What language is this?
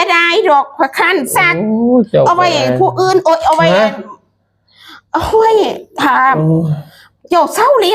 Northeastern Thai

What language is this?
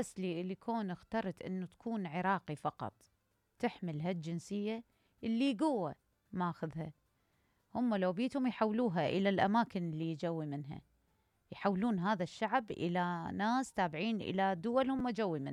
Mesopotamian Arabic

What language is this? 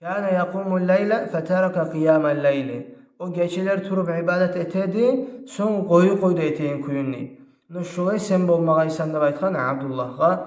Kumyk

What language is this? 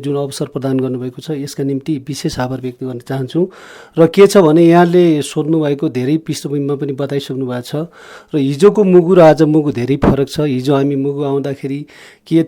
Nepali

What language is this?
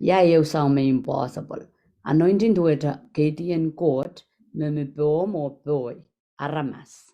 Pohnpeian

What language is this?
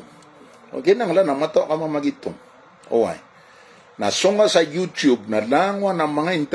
Maranao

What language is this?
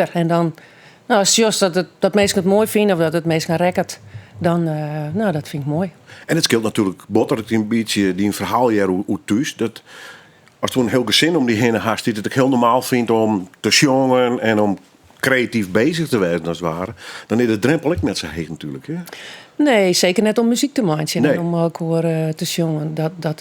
Western Frisian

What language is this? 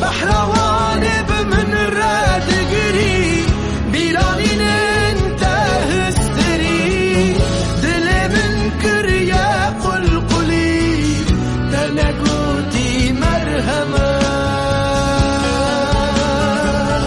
Kurdish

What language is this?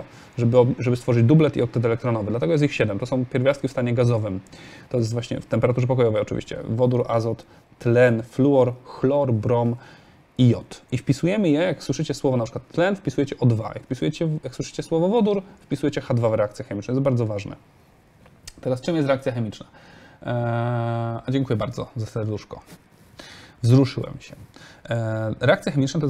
Polish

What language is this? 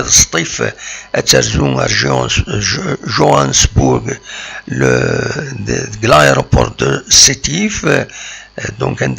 Kabyle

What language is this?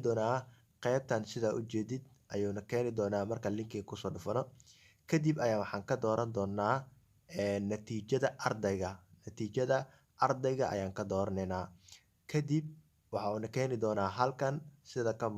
Somali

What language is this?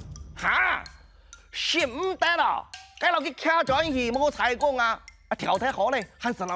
Hakka Chinese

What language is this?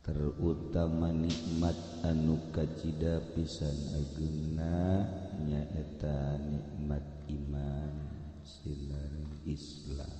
Sundanese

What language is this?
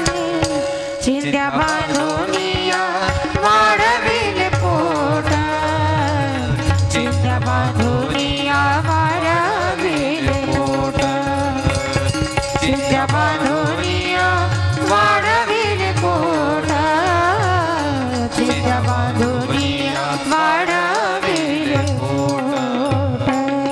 Marathi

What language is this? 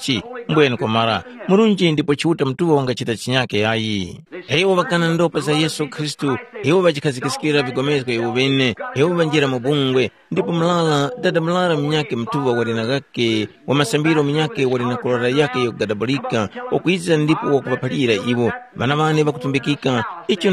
Tumbuka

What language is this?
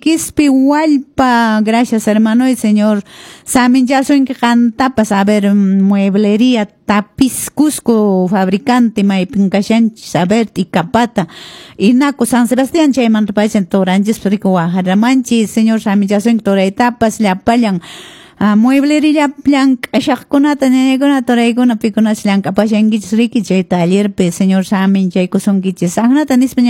Quechua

